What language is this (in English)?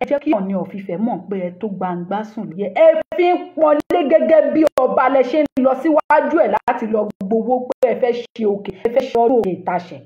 Yoruba